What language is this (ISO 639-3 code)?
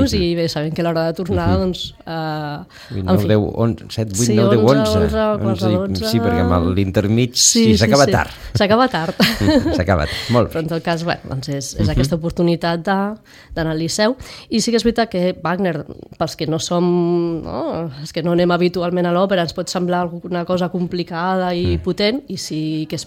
cat